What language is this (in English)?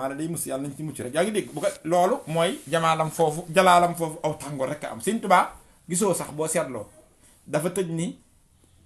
Wolof